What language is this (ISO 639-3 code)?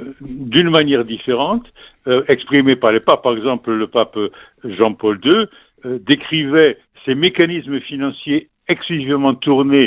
fra